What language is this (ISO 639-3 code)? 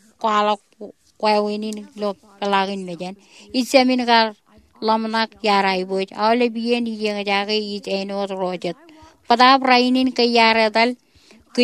mah